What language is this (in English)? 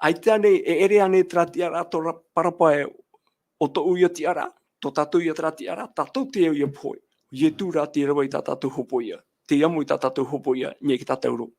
Tahitian